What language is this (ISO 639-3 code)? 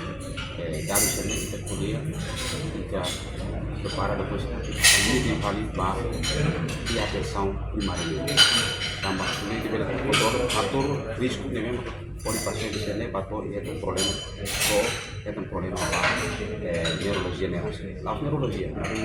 tet